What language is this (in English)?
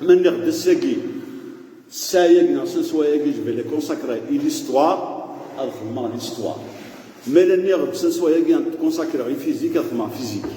Kabyle